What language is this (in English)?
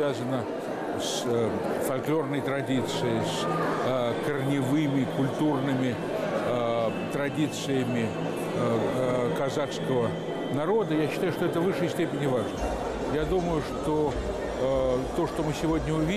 Russian